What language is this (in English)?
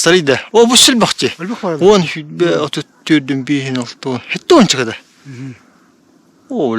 Yakut